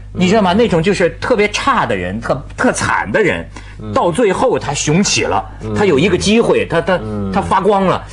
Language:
Chinese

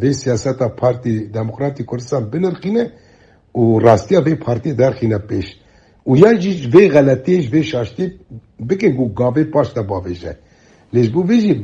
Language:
Kurdish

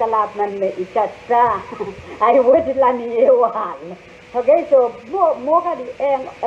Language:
Pohnpeian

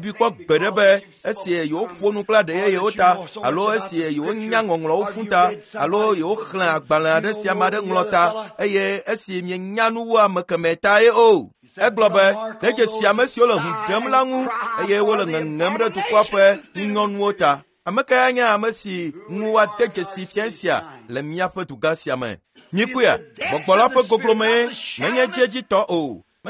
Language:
Ewe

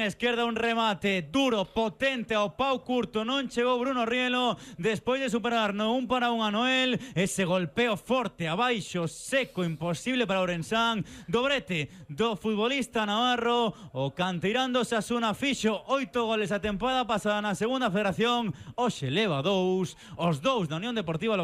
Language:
Galician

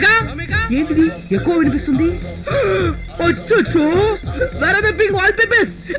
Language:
Telugu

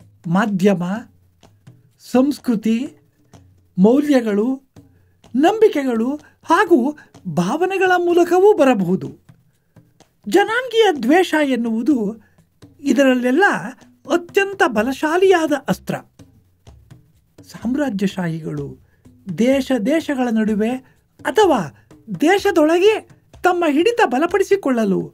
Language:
Kannada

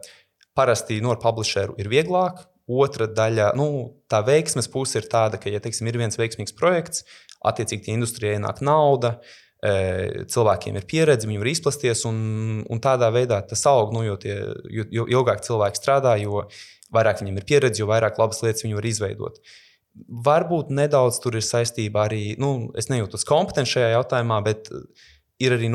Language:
Latvian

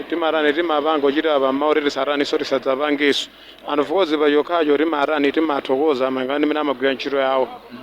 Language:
Nyanja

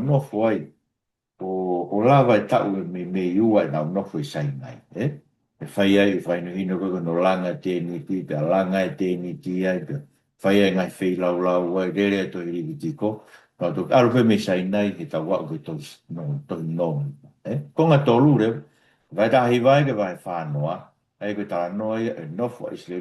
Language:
Tongan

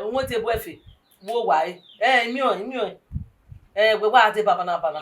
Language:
Bini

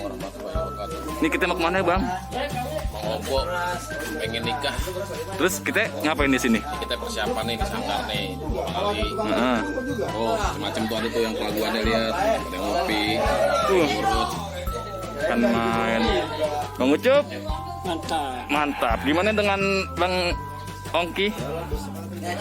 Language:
Betawi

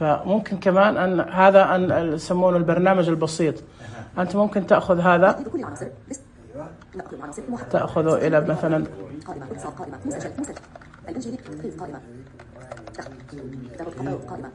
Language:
Najdi Arabic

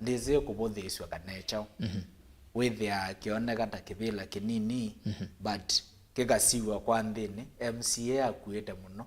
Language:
Kamba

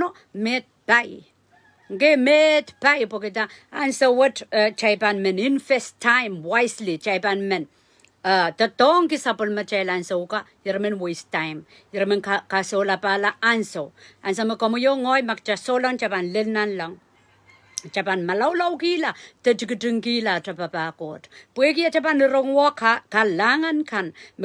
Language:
Pohnpeian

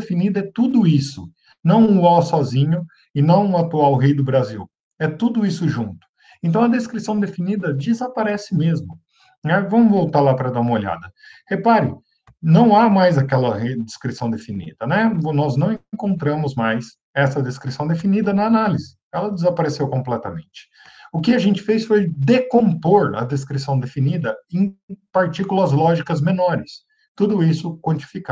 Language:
Portuguese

